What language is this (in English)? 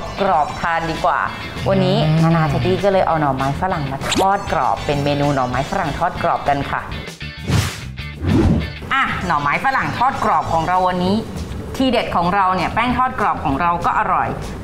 Thai